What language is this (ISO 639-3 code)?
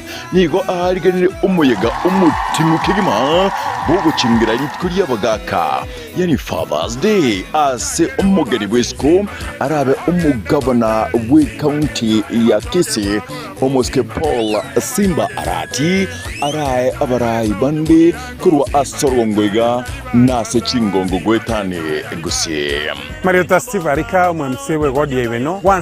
guz